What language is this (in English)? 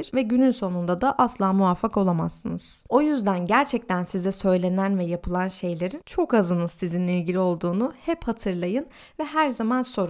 Turkish